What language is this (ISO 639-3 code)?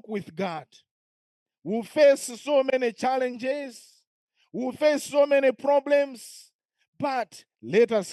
eng